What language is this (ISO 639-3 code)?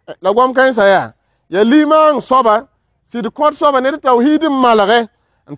mos